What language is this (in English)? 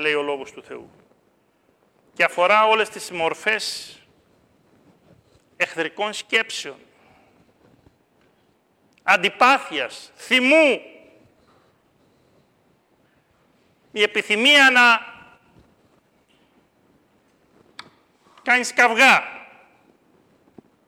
Greek